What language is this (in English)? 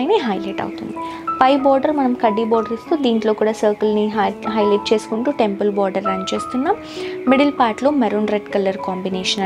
Telugu